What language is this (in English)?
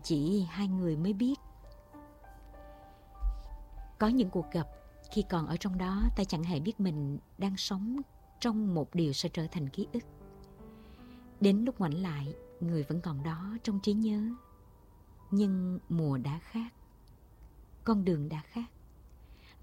Vietnamese